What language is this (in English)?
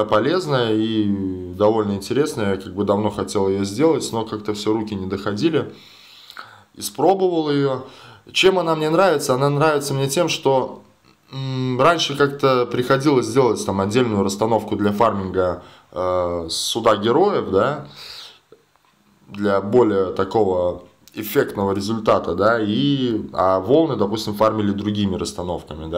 Russian